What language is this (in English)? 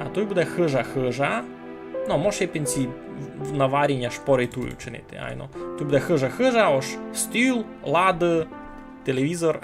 Rusyn